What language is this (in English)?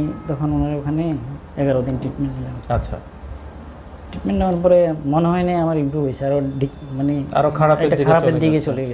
Bangla